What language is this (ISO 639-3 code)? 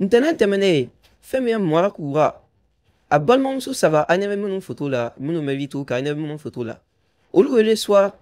bam